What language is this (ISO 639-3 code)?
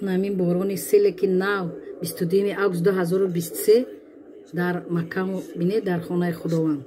tgk